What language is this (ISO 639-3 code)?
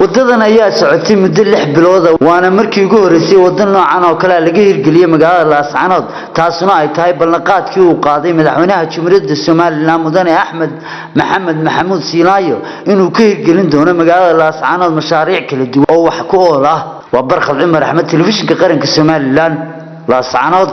som